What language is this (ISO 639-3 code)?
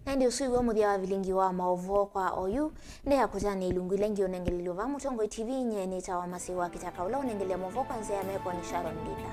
kam